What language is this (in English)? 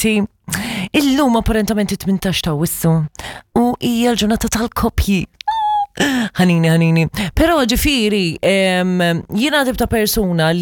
Maltese